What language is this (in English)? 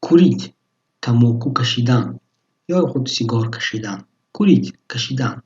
Tajik